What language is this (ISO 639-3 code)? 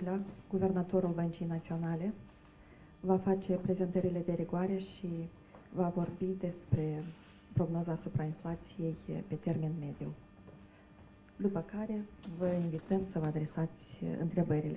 ron